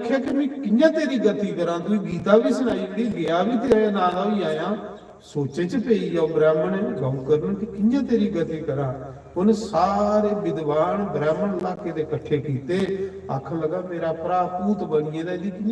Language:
Dogri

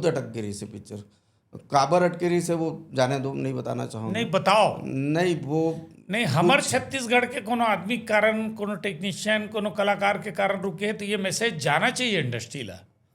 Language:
Chhattisgarhi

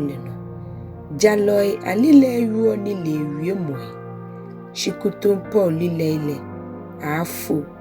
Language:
Ga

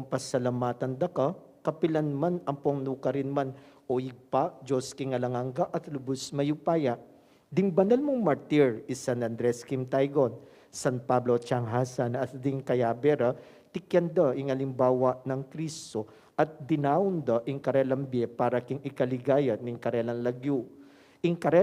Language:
Pampanga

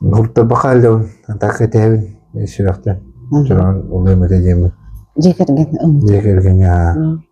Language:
Yakut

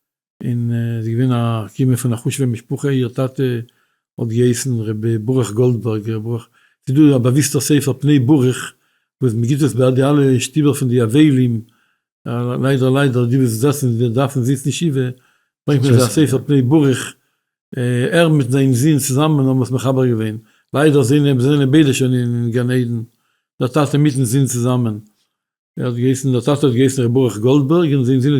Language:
Yiddish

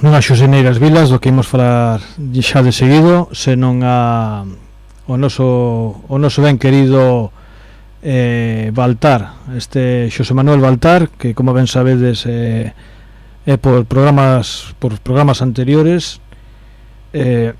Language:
Galician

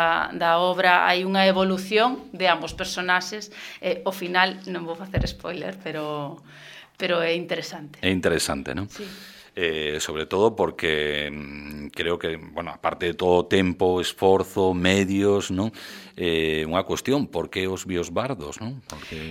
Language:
Galician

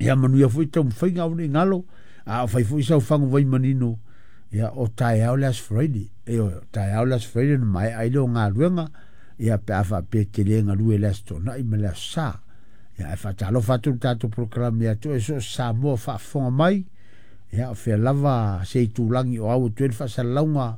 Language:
Samoan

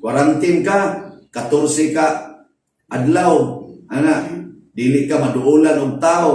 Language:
Cebuano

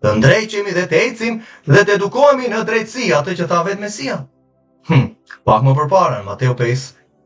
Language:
Albanian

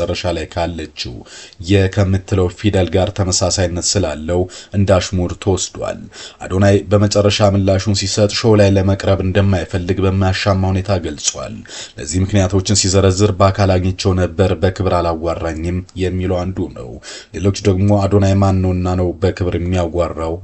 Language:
Amharic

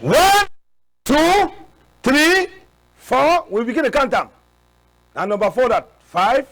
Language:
Cameroon Pidgin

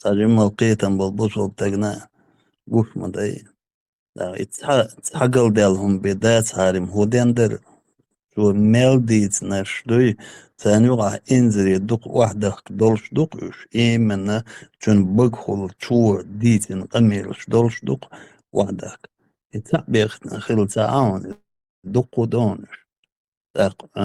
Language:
Chechen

